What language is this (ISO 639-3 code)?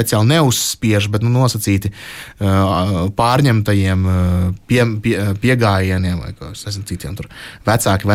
lav